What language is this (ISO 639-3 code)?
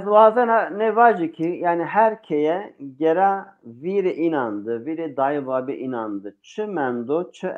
zza